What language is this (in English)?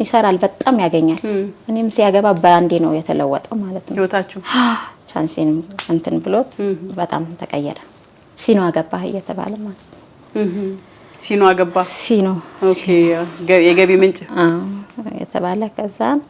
Amharic